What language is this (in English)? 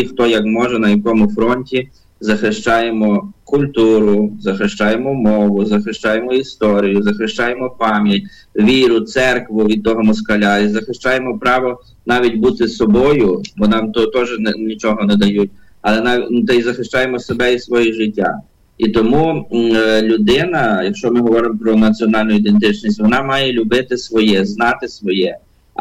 Ukrainian